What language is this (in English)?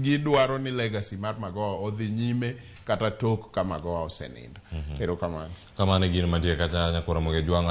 Luo (Kenya and Tanzania)